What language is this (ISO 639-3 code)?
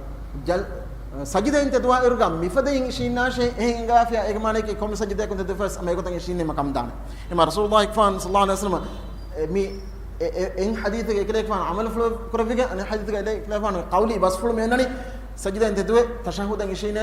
div